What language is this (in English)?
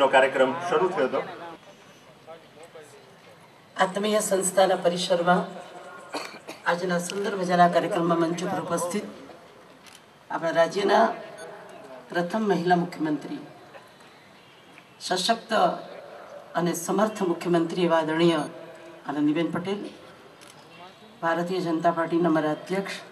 Gujarati